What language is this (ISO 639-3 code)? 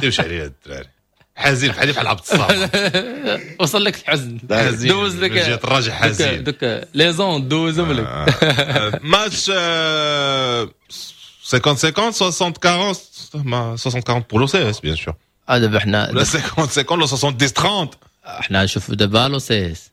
ary